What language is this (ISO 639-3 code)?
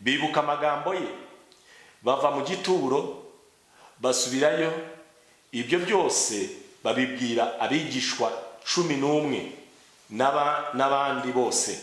kin